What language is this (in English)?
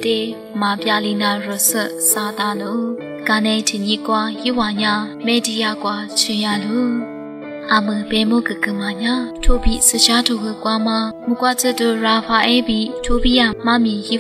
Lisu